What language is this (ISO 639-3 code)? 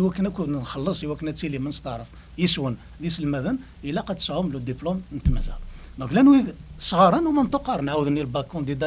kab